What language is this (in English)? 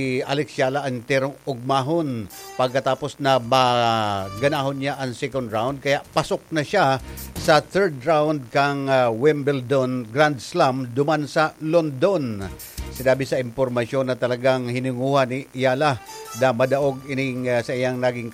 Bikol